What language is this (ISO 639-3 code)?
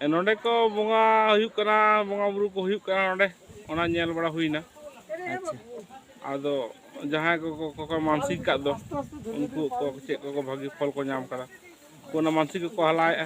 sat